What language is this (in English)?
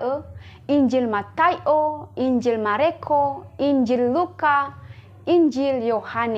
Nias